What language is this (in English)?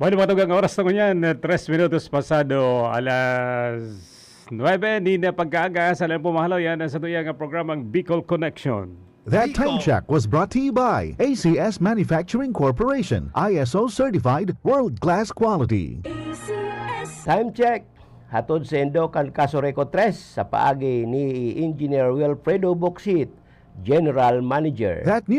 Bikol